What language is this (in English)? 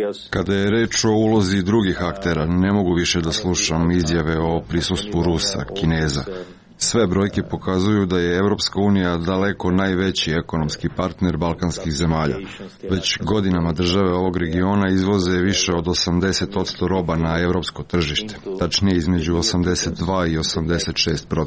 Serbian